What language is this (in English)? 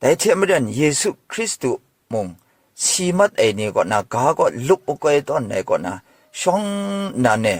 Kachin